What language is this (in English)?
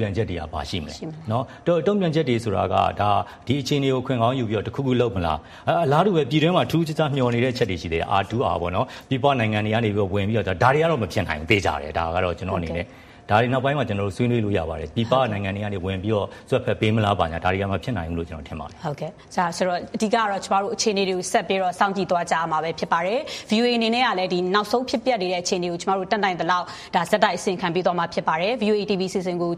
Burmese